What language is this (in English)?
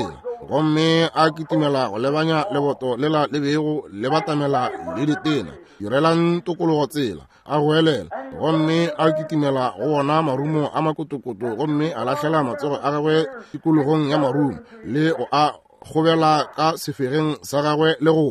Northern Sotho